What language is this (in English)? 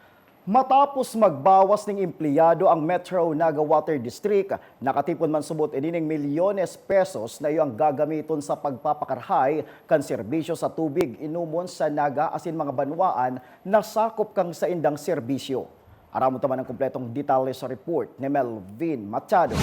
Bikol